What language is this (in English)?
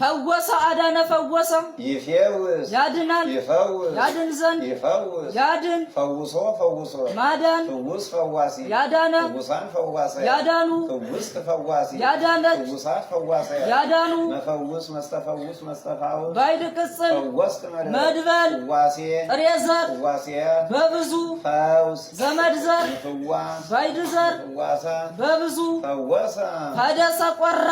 Amharic